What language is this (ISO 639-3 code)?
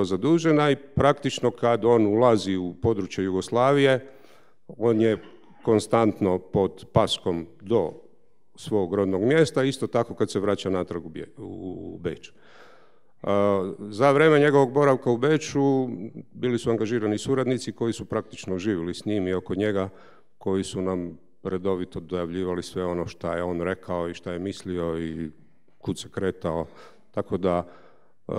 hrv